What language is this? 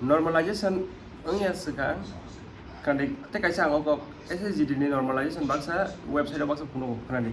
Kok Borok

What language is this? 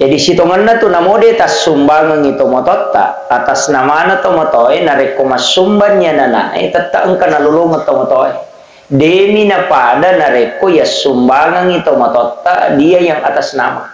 Buginese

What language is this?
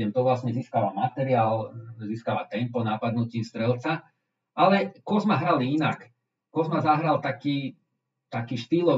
Slovak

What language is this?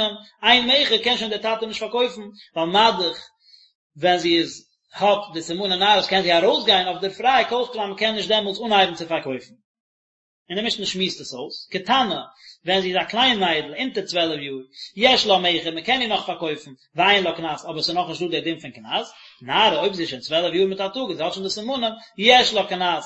Yiddish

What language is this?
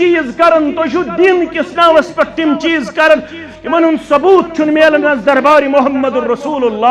Kashmiri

